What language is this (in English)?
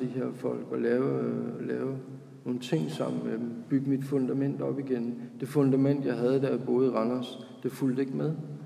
Danish